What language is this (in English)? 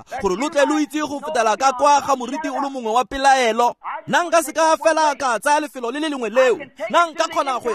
Tswana